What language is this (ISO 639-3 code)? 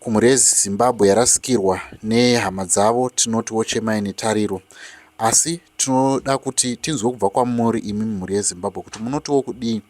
sna